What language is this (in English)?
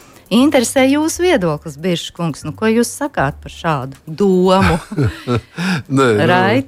Latvian